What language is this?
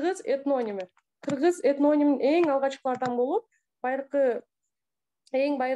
Kyrgyz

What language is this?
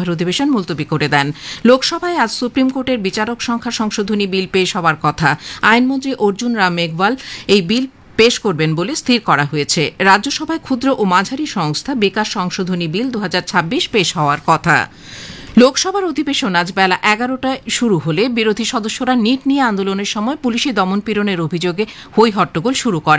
Bangla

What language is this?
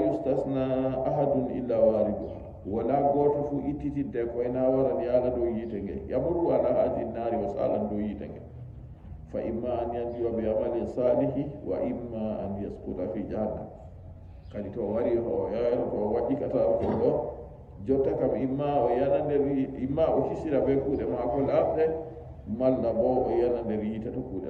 Nigerian Fulfulde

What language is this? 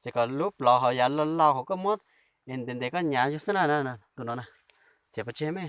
Hmong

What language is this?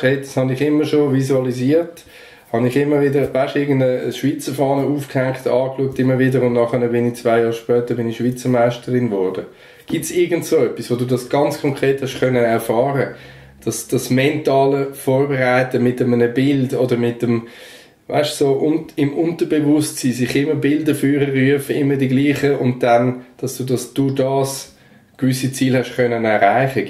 Swiss German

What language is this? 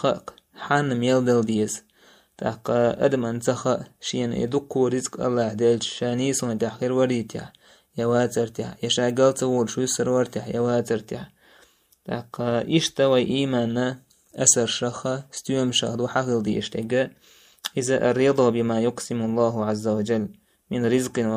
Chechen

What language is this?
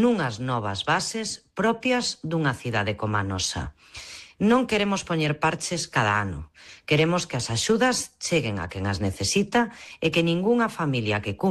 Galician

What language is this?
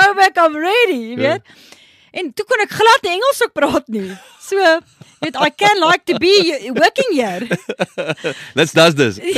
Afrikaans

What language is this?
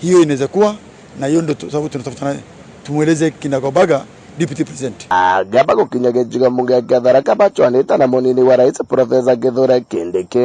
Meru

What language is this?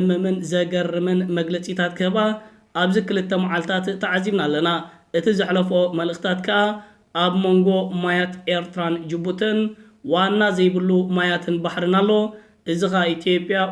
Tigrinya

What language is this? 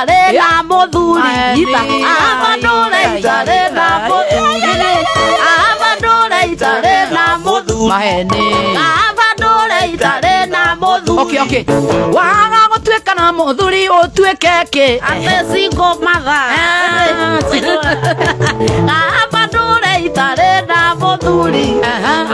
Kikuyu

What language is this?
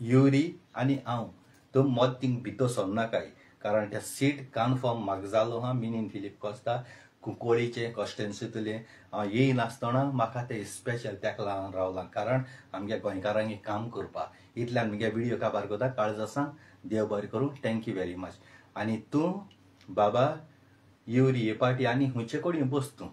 Konkani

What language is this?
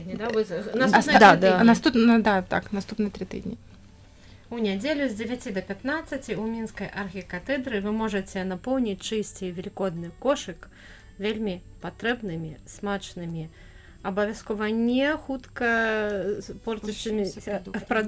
Belarusian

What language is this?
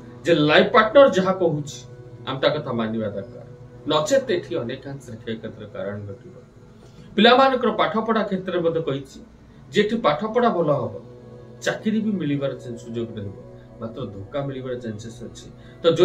Odia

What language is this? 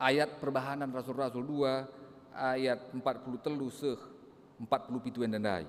Batak Karo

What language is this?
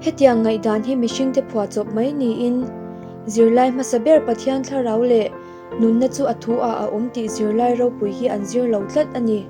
Mizo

